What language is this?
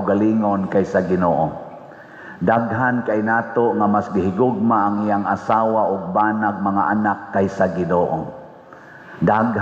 Cebuano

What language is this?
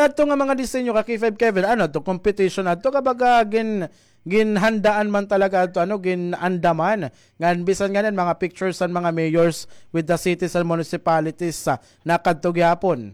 Waray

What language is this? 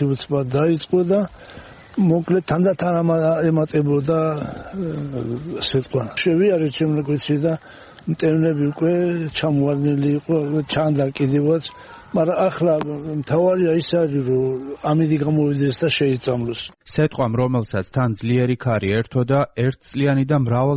Georgian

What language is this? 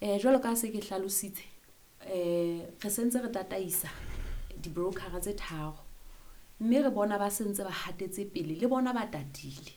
Southern Sotho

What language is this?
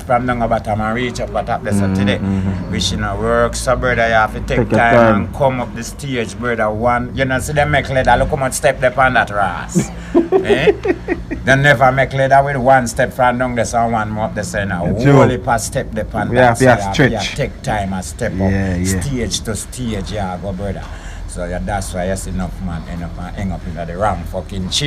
Jamaican Creole English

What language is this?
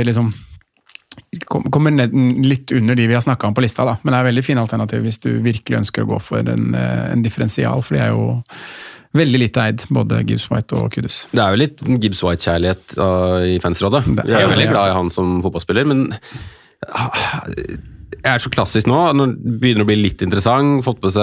Norwegian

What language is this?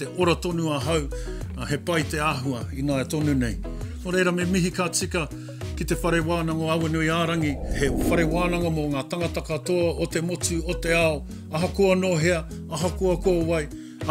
Māori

